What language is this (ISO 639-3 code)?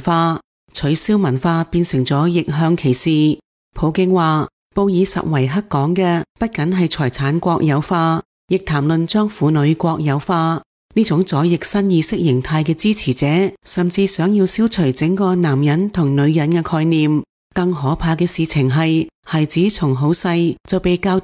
yue